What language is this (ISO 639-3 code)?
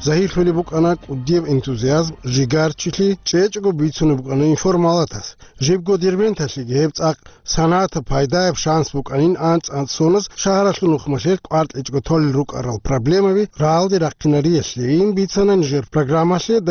ava